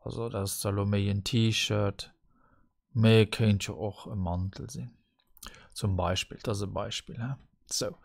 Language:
Luxembourgish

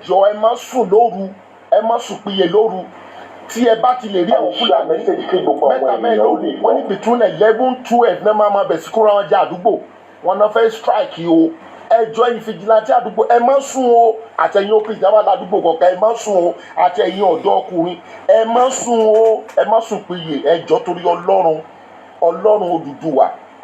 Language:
Yoruba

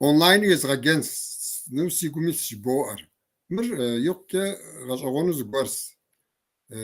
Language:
Kabardian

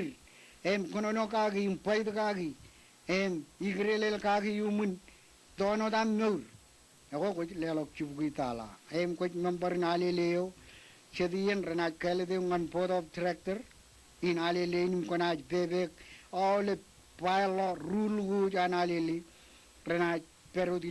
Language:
Marshallese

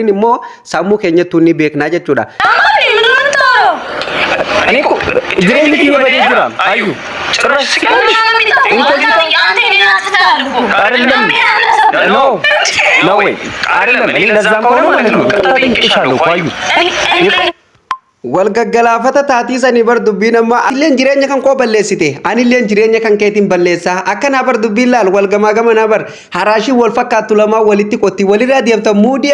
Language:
Oromo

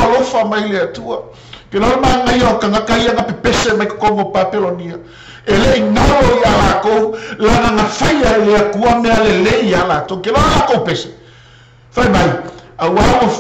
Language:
Samoan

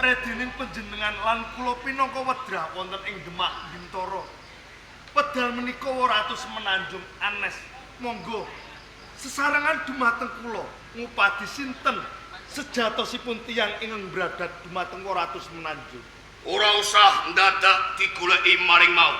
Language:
Javanese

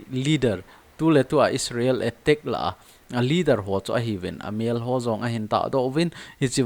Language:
Thado Chin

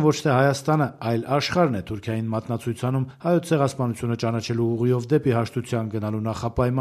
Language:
Armenian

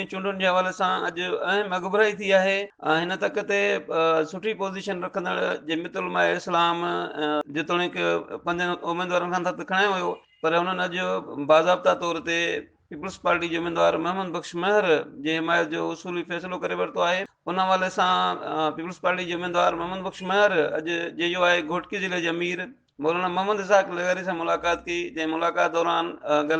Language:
Sindhi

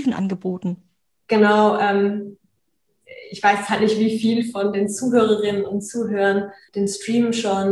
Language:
German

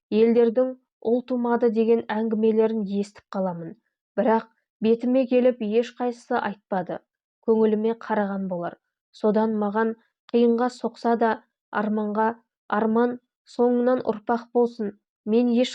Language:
Kazakh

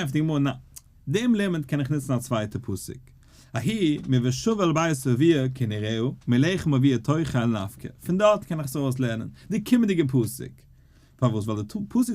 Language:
Yiddish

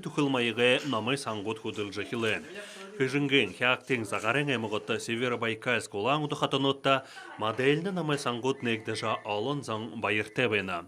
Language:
Buriat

